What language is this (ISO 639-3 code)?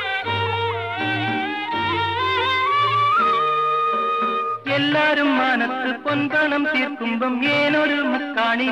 mal